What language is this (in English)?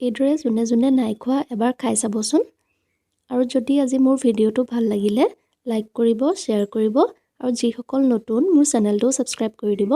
Assamese